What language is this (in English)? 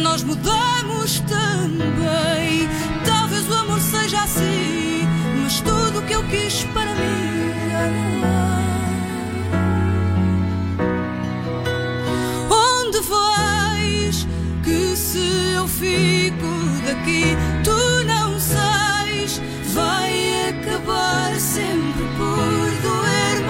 Portuguese